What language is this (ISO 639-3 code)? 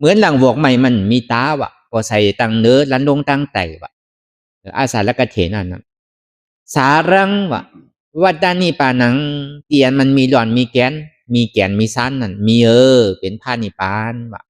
shn